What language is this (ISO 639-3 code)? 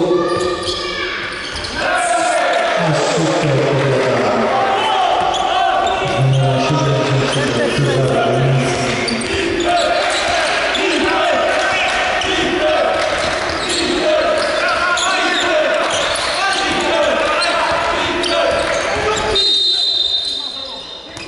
pol